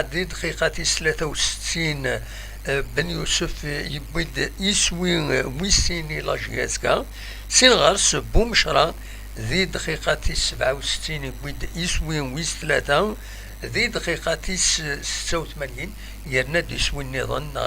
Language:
Kabyle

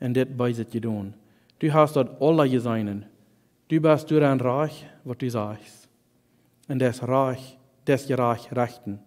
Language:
Plautdietsch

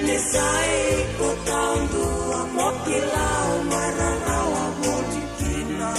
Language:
Fijian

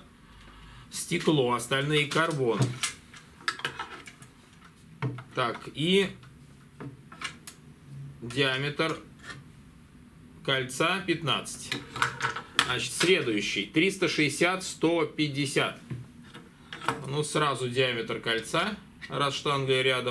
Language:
Russian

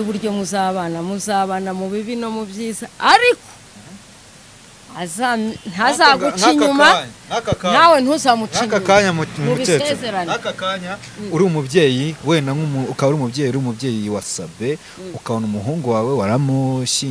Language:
Kinyarwanda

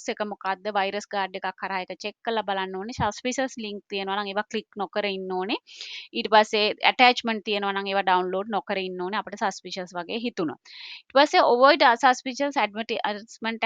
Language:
Sinhala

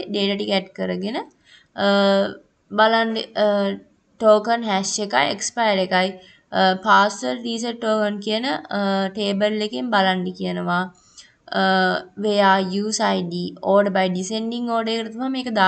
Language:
Sinhala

